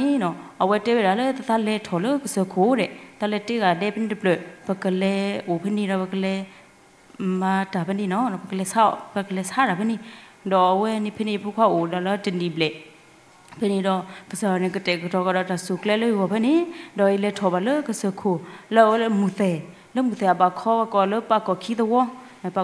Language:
S'gaw Karen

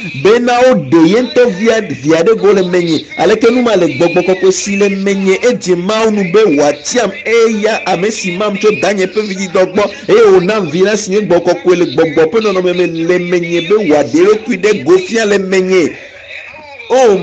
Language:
Ewe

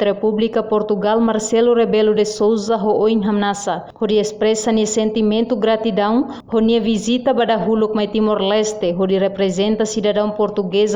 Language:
Tetum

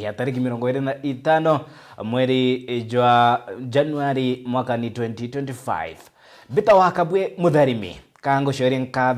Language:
Meru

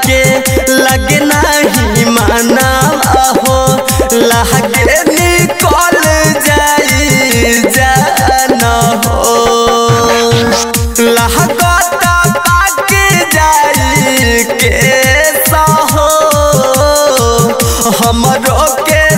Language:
Bhojpuri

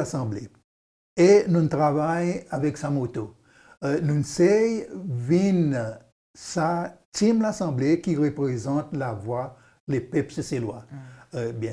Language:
Seselwa Creole French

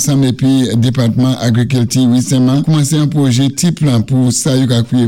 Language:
Saint Lucian Creole French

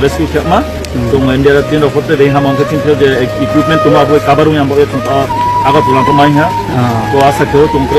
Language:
Riang (India)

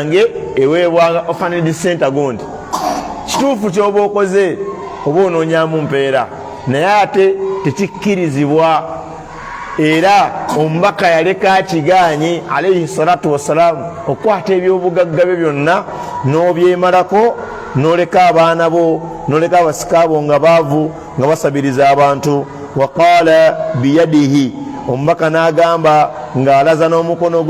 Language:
Ganda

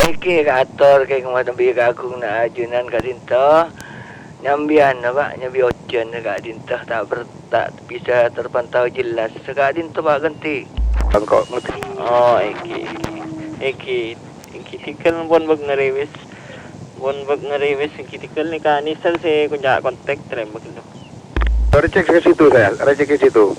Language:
Madurese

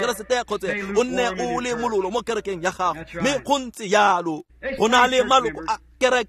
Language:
Tswana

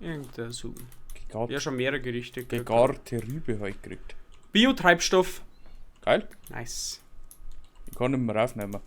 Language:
Bavarian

